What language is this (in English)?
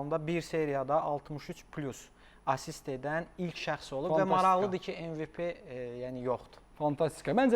Azerbaijani